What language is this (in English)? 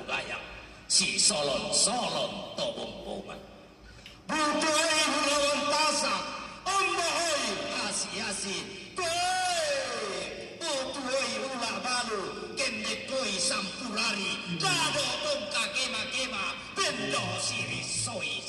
Toraja-Sa'dan